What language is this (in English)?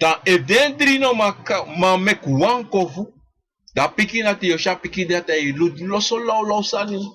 Sranan Tongo